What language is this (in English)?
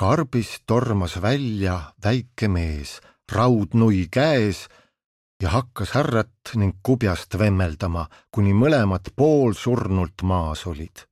Estonian